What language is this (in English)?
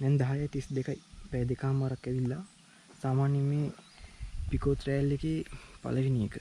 Sinhala